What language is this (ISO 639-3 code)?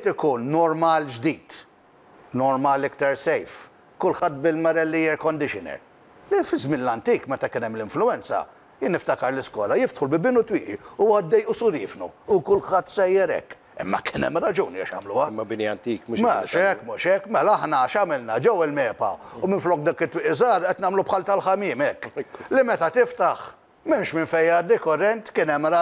mlt